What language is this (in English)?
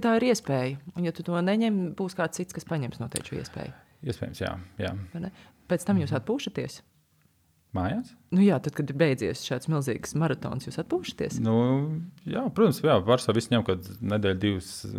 Latvian